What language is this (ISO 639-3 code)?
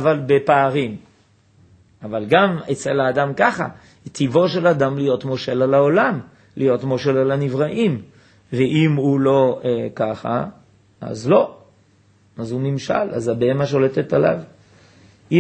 heb